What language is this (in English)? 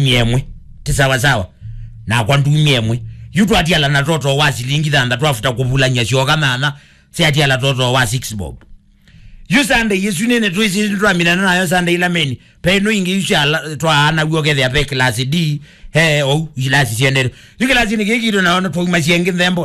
Kamba